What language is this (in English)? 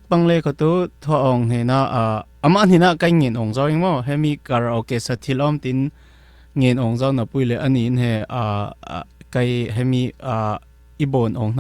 Falam Chin